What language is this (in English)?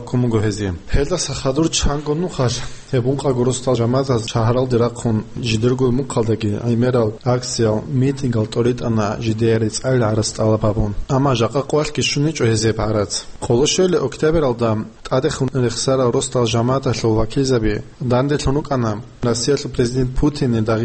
Avaric